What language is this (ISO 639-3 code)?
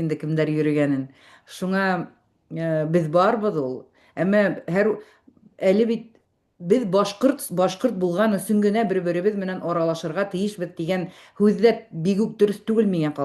bak